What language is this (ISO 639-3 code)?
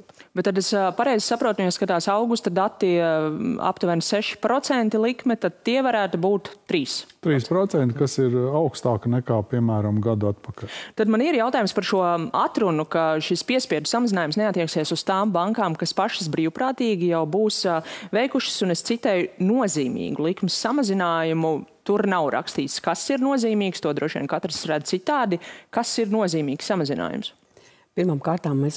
lav